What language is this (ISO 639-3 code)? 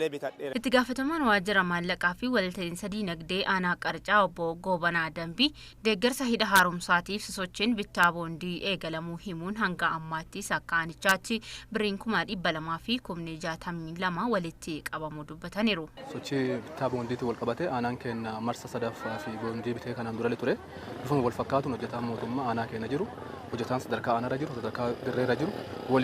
orm